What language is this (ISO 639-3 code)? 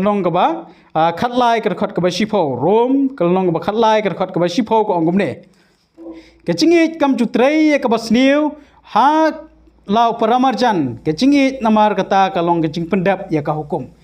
kha